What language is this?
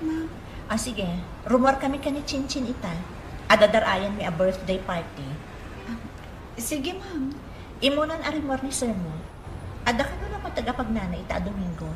Iloko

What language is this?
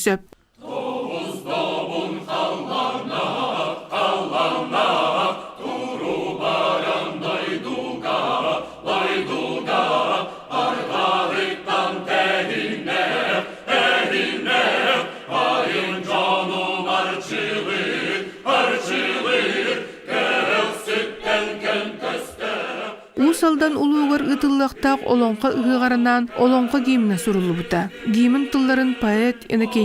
Yakut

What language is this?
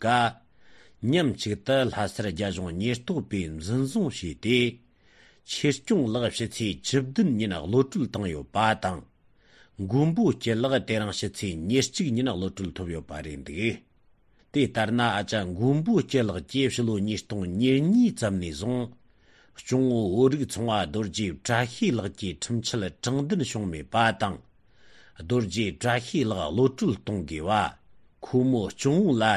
Tibetan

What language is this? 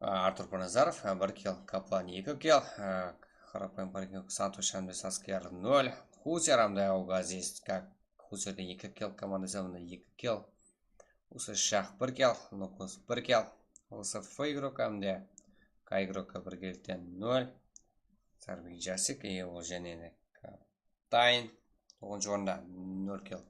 Kara-Kalpak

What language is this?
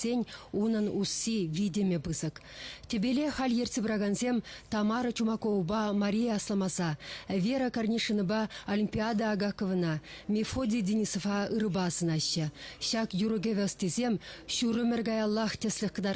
Chuvash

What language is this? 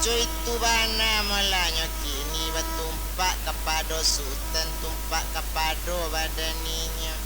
Minangkabau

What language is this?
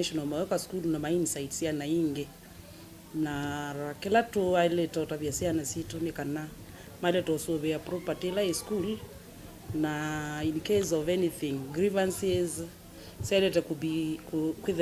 Kamba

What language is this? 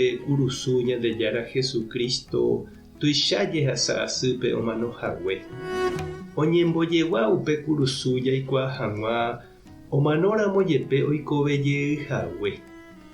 Guarani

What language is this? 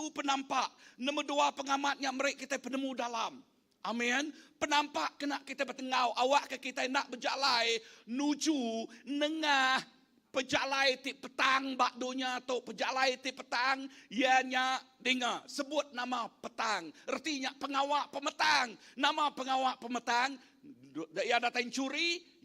Iban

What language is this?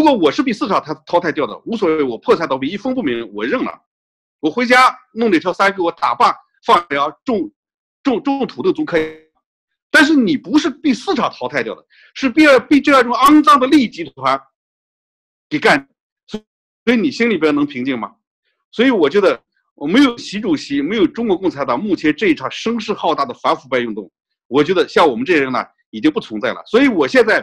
Chinese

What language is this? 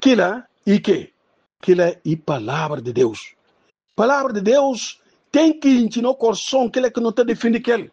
Upper Guinea Crioulo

